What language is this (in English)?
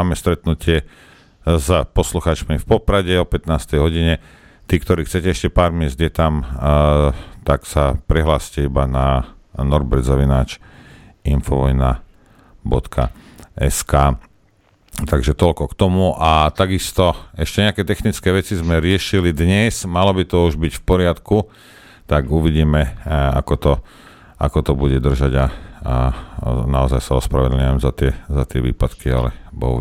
Slovak